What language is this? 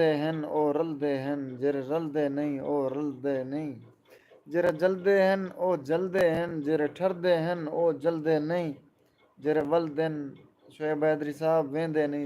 Saraiki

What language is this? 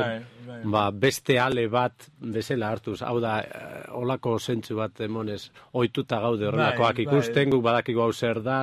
Basque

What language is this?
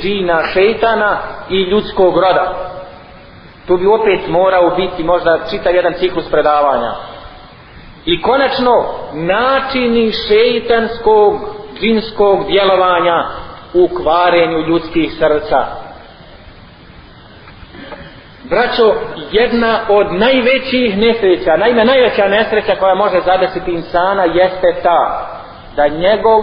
Bosnian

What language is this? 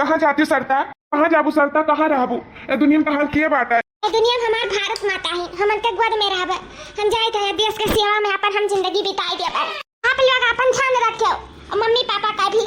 Awadhi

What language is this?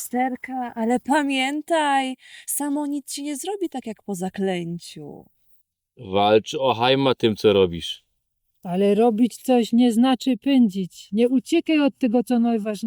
Silesian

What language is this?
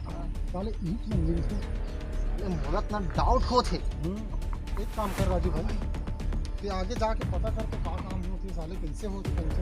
Chhattisgarhi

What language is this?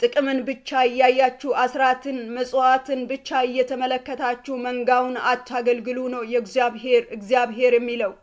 Amharic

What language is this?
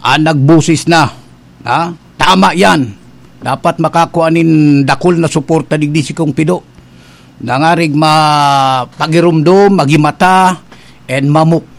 Bikol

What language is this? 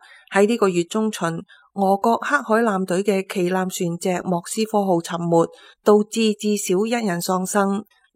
Cantonese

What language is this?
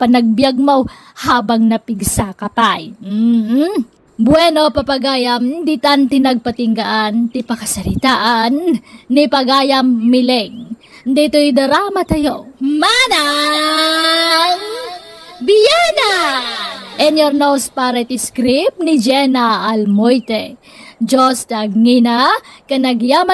Iloko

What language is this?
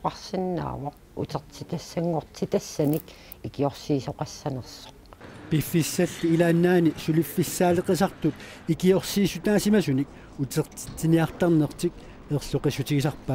Kalaallisut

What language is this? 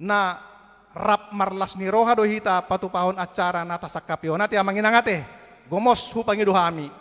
Batak Toba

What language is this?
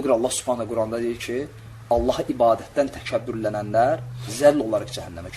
Azerbaijani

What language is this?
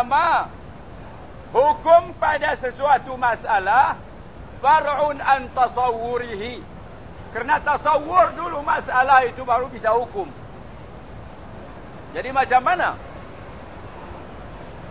Malay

